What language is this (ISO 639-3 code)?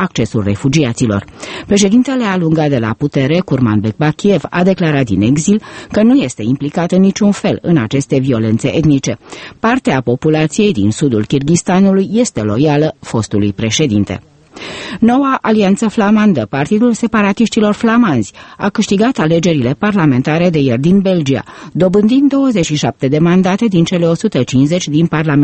ron